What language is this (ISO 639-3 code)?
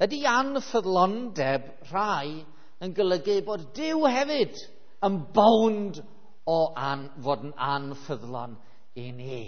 cym